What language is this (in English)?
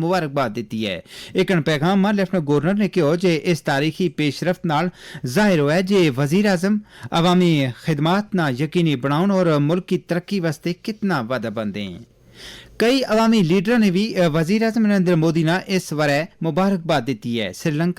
Gujari